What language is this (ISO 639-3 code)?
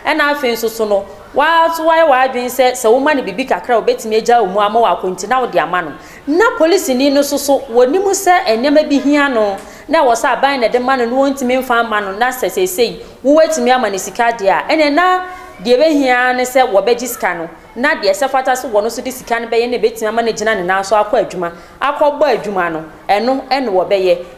aka